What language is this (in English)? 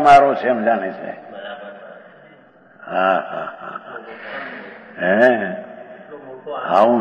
Gujarati